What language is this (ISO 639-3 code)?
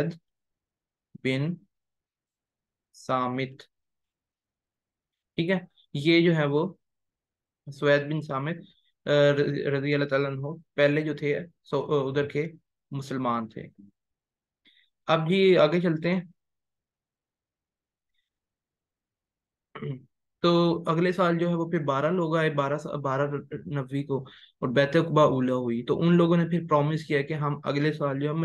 urd